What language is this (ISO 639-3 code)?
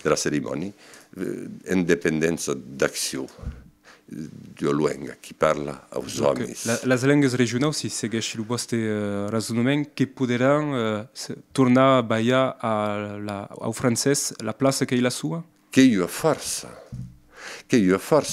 oci